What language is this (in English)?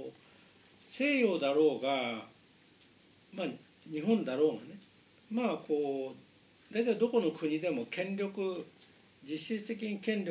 Japanese